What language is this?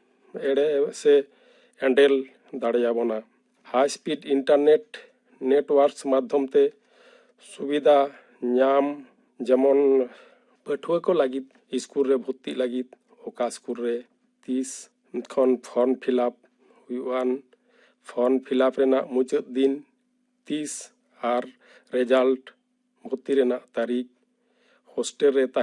Santali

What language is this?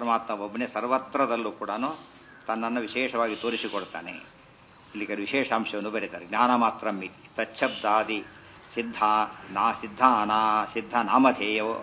Kannada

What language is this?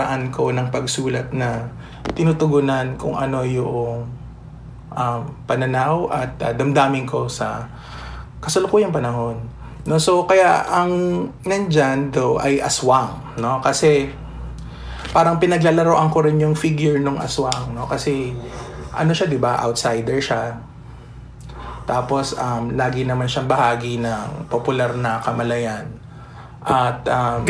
Filipino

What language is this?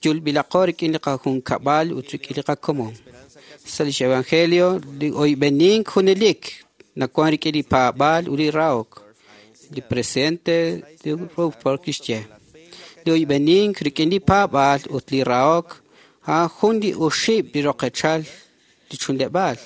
Kekchí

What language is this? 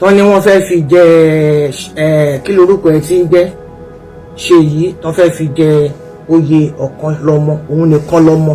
Yoruba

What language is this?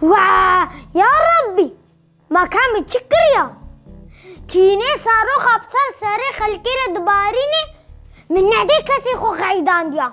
Kurdish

